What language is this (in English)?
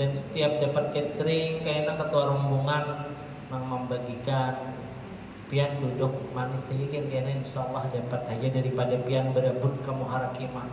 Banjar